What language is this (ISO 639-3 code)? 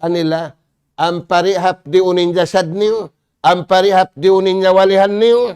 tsg